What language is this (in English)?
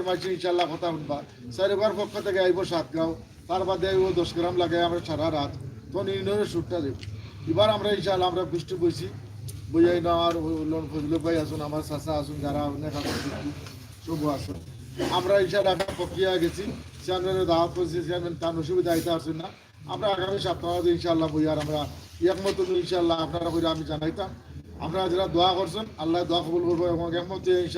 Sylheti